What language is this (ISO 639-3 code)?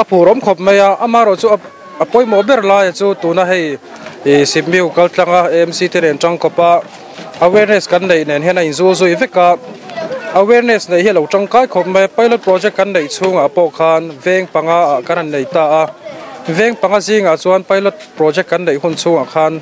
lus